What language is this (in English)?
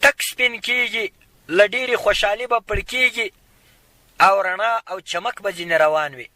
Pashto